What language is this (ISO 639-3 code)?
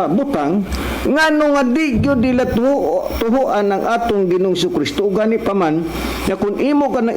ceb